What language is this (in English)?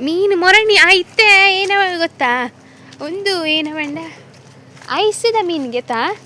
Tulu